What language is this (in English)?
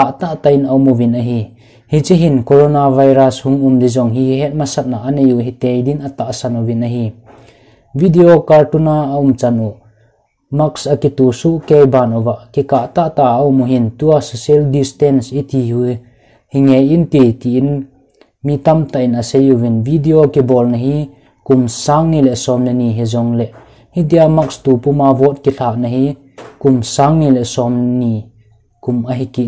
Thado Chin